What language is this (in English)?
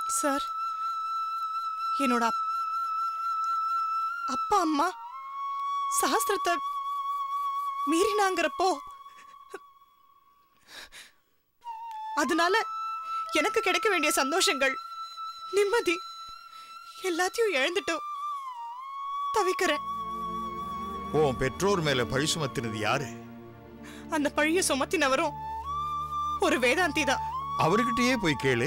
Tamil